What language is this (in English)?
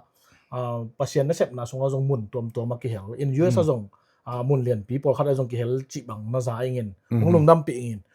Tedim Chin